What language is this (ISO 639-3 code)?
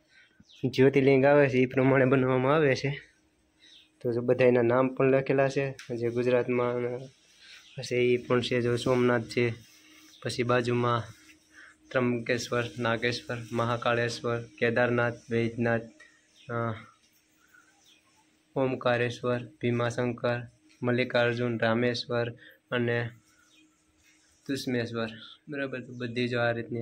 guj